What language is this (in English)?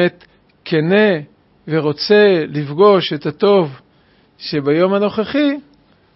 Hebrew